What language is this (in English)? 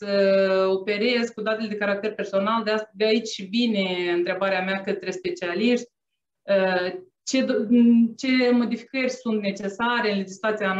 Romanian